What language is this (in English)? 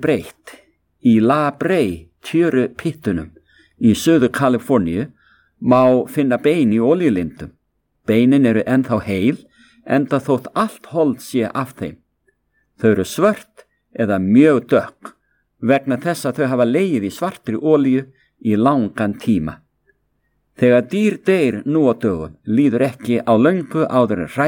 Icelandic